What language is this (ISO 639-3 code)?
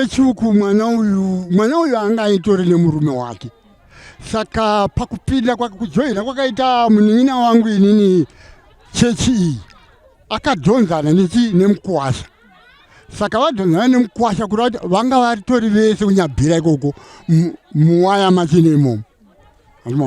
sna